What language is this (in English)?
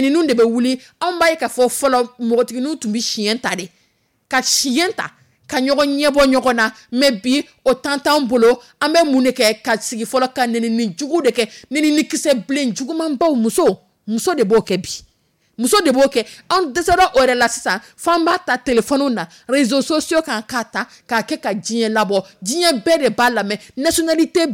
Dyula